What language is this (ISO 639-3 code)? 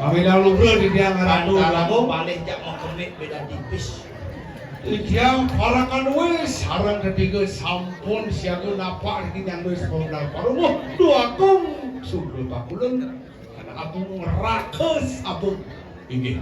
ban